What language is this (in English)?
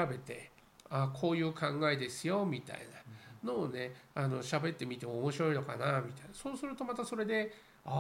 Japanese